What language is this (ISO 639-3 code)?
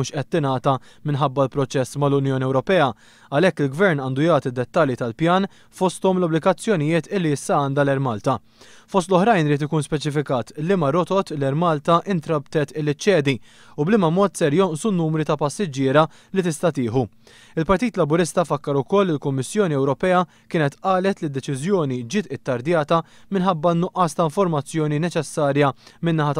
mlt